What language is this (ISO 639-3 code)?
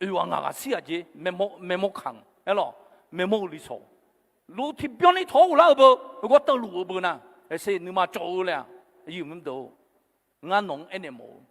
ahk